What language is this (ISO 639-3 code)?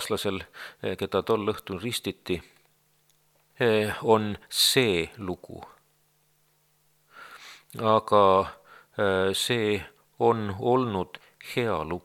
est